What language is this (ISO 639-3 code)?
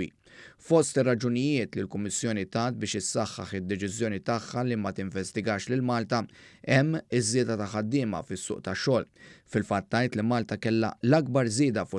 mlt